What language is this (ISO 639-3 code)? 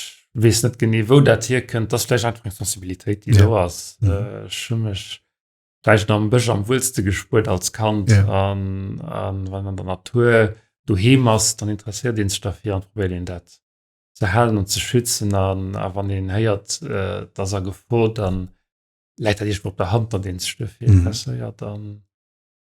ltz